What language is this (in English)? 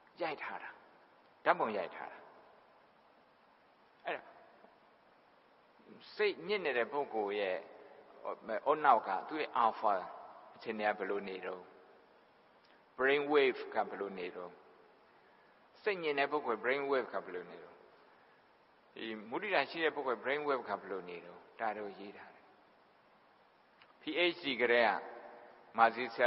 Burmese